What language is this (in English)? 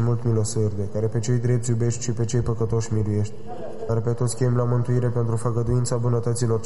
Romanian